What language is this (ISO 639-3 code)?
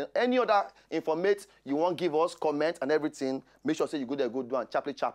pcm